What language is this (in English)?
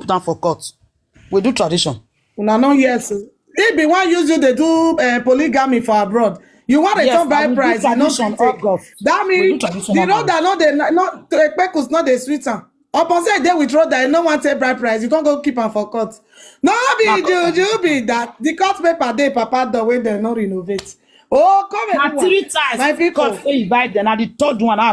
Nigerian Pidgin